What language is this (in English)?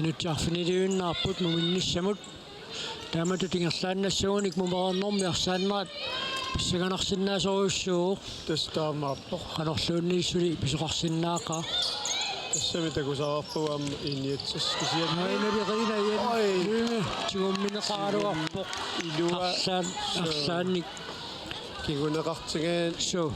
Kalaallisut